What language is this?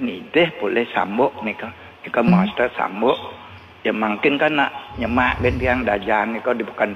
Balinese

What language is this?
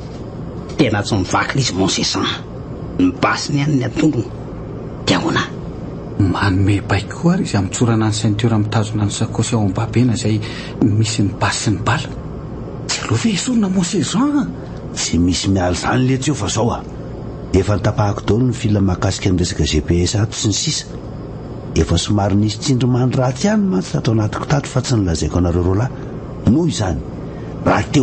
Malagasy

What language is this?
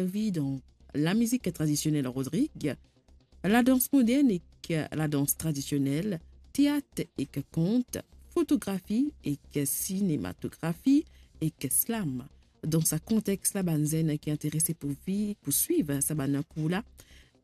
Morisyen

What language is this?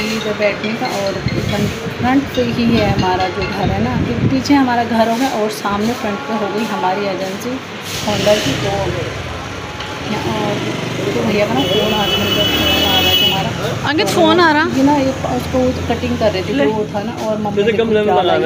Hindi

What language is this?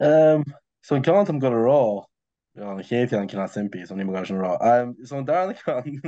Irish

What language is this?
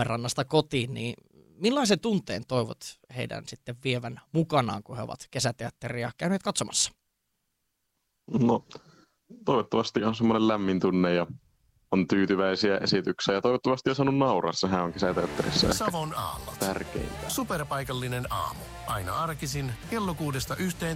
Finnish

